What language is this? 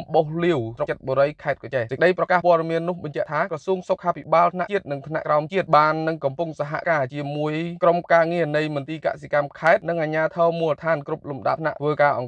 Khmer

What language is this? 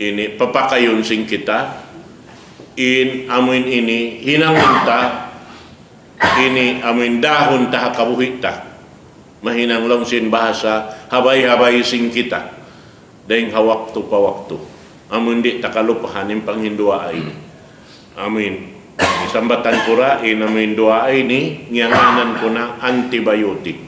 Tausug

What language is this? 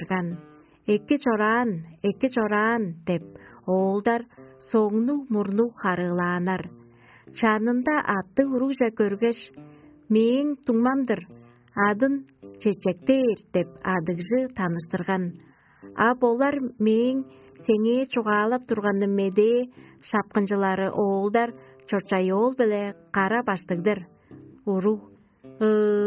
Tuvinian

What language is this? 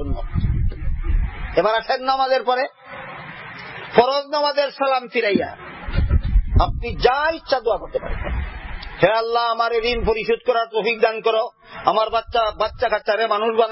Bangla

